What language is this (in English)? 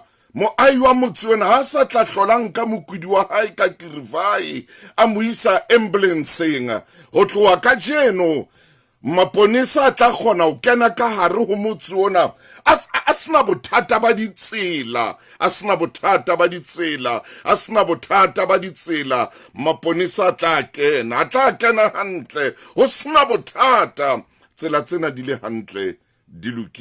Southern Sotho